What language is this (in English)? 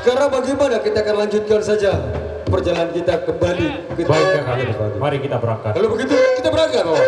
Sasak